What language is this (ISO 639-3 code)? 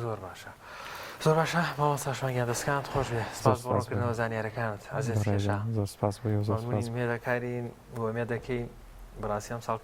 ckb